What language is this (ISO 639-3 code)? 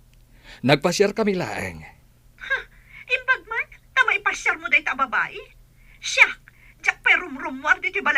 ilo